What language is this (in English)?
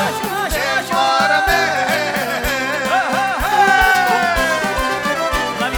Romanian